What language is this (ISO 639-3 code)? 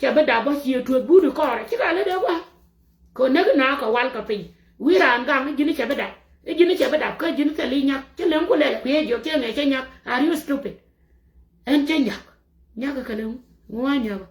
nus